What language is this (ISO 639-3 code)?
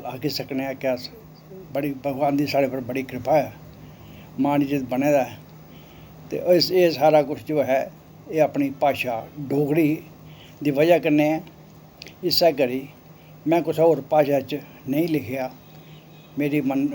doi